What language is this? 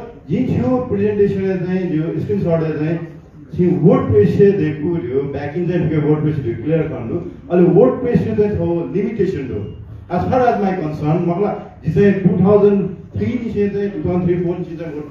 Newari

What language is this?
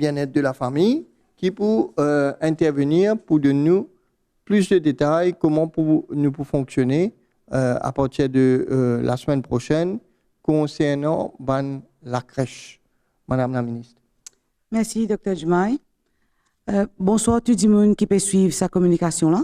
Morisyen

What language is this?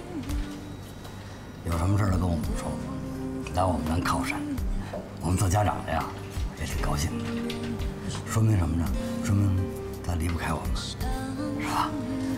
Chinese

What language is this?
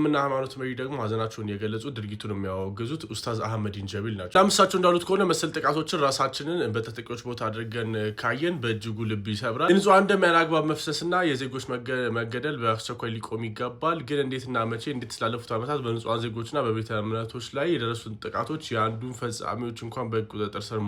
Amharic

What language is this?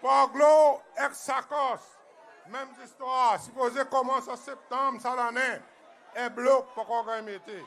Seselwa Creole French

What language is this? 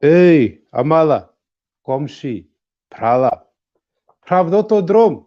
Balkan Romani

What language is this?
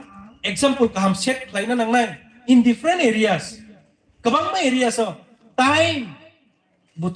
Kok Borok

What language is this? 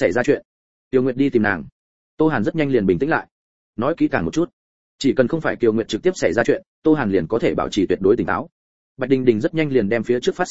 Vietnamese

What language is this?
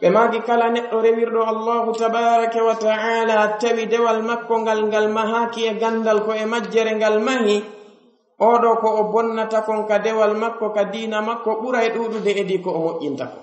Pular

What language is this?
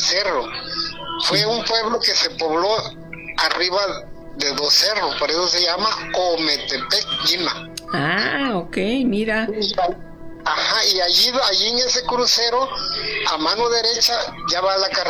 Spanish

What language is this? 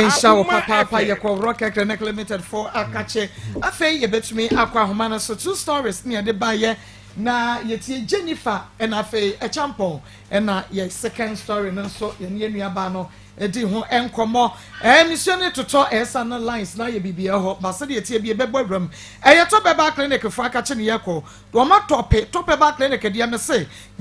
Akan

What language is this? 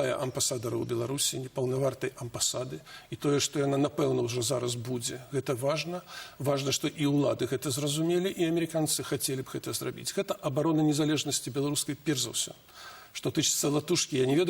Belarusian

